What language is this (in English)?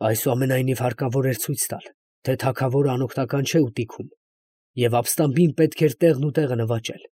Armenian